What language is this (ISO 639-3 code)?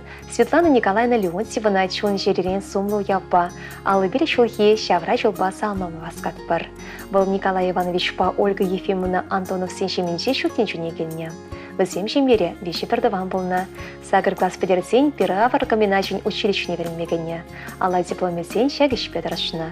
chv